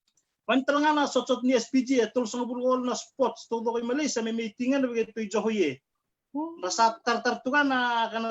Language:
Fijian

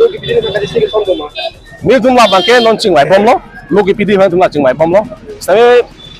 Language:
Karbi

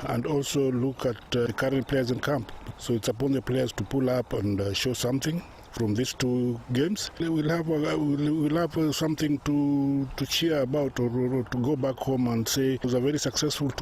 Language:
Luo (Kenya and Tanzania)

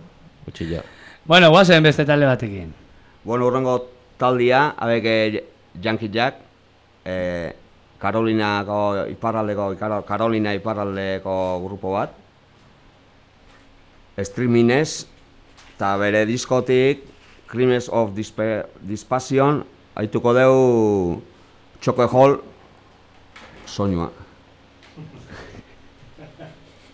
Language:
Basque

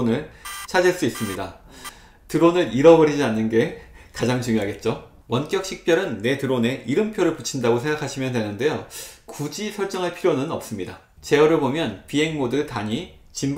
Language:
Korean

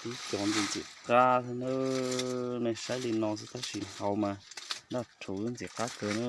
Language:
Hmong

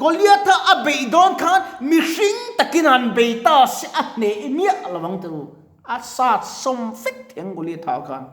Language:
Mizo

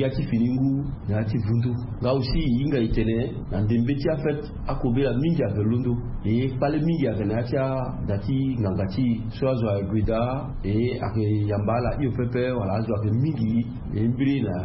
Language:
Sango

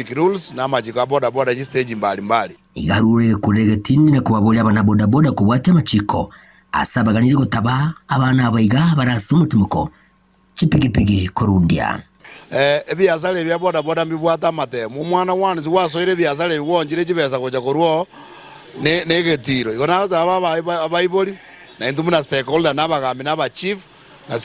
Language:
Gusii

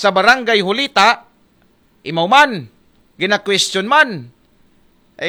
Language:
Aklanon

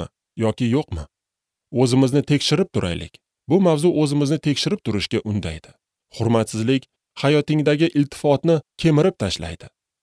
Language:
Uzbek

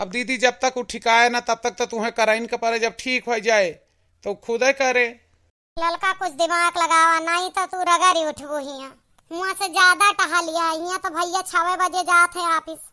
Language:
Awadhi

